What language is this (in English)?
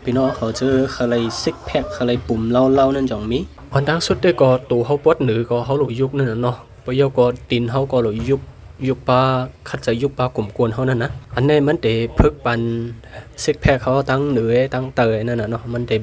Shan